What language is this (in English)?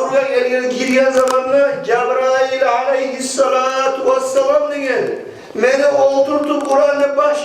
Kumyk